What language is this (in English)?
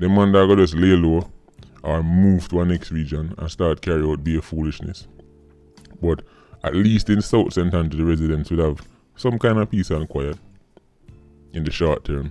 Jamaican Creole English